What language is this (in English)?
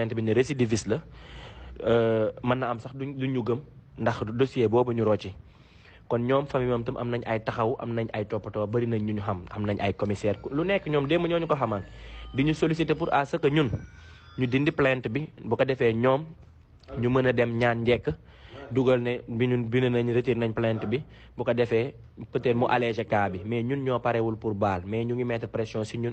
Wolof